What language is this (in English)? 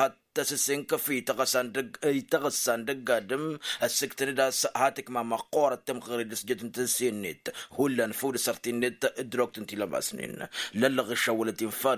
Tamasheq